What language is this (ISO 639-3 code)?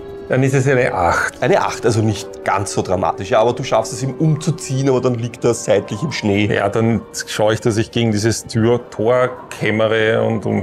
deu